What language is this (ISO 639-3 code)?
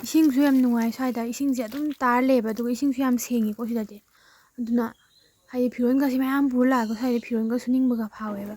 mni